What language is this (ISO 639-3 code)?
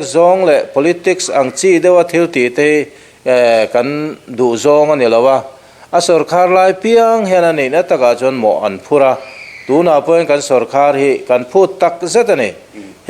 lus